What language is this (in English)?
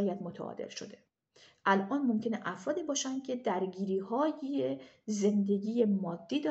Persian